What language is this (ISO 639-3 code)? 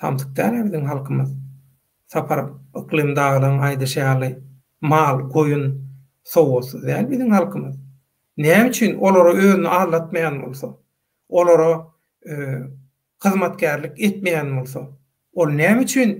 tuk